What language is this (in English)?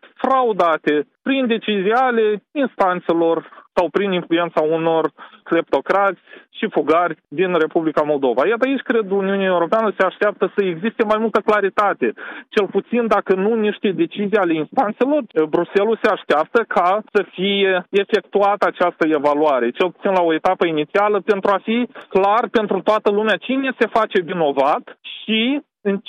Romanian